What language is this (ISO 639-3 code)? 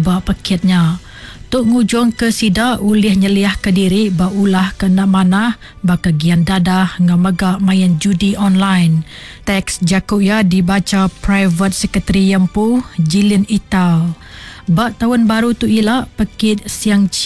iba